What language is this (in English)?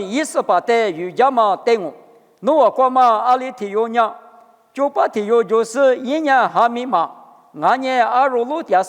Lisu